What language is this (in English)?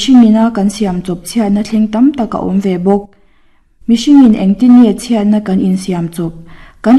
Mizo